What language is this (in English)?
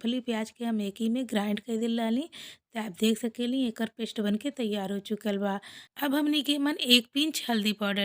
Bhojpuri